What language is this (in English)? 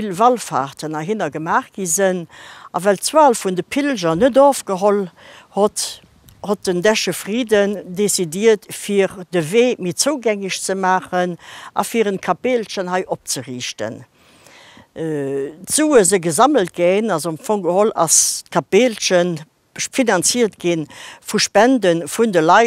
Luxembourgish